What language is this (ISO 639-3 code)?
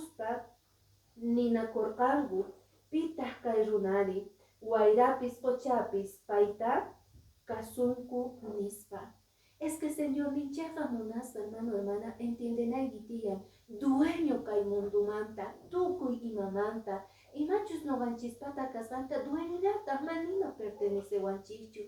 que